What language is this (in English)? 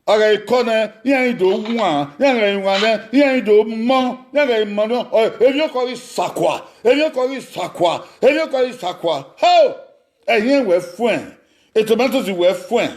Bini